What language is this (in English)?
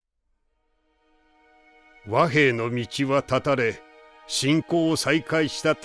Japanese